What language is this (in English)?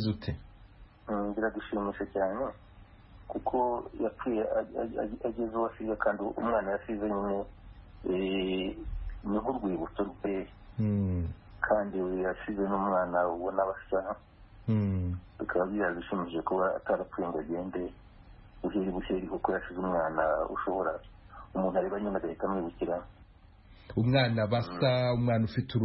Kinyarwanda